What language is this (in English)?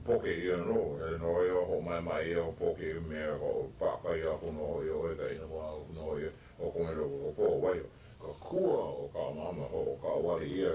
Hawaiian